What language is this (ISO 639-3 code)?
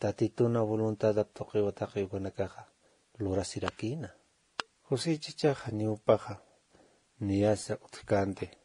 aym